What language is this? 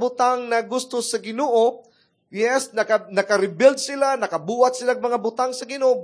Cebuano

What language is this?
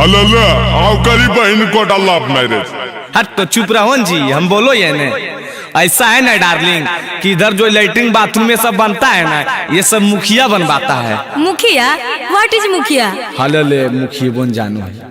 Magahi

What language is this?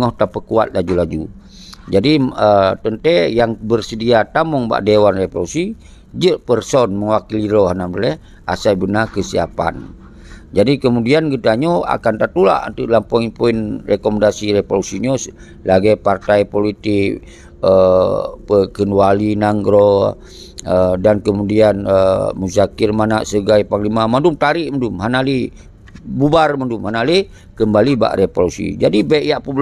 Achinese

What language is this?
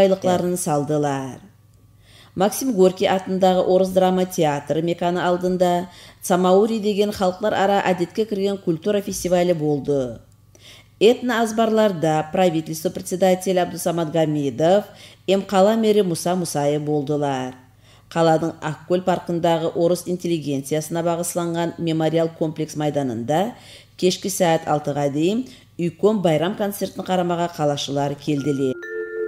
Kumyk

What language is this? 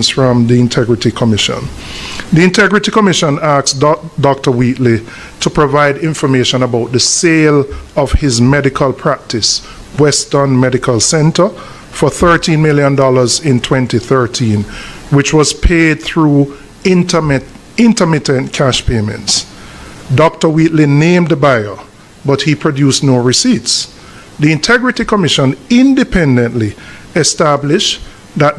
Jamaican Creole English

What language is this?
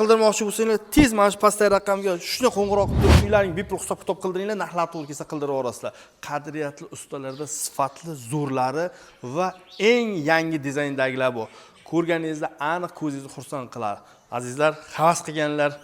Uzbek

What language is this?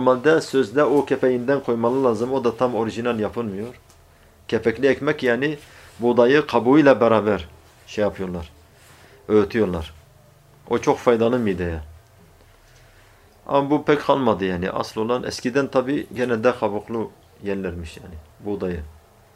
Turkish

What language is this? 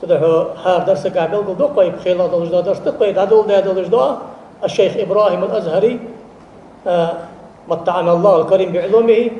Ingush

